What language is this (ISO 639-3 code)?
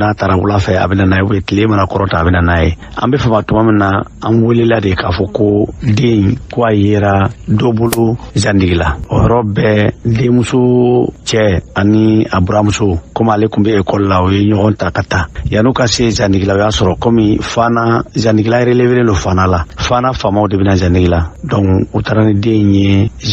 bam